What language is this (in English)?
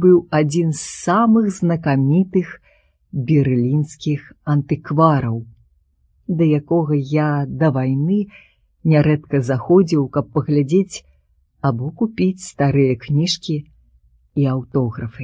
Belarusian